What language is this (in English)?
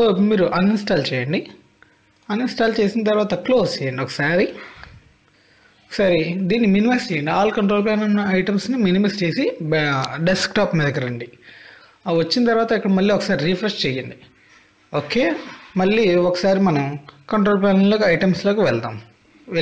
Telugu